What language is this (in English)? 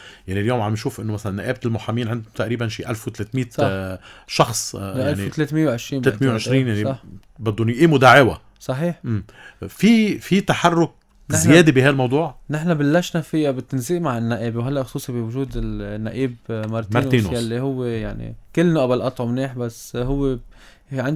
North Levantine Arabic